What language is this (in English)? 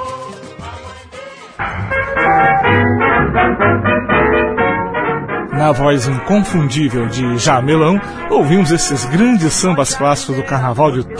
Portuguese